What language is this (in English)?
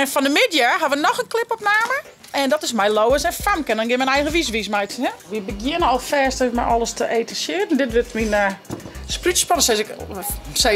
Western Frisian